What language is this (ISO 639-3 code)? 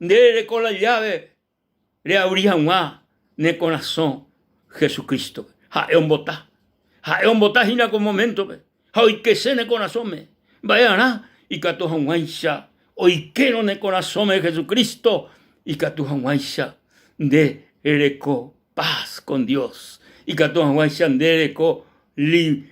grn